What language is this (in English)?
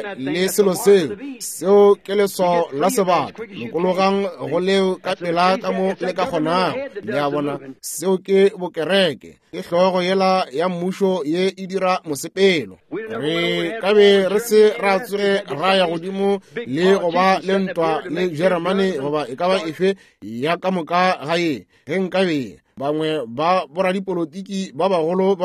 Northern Sotho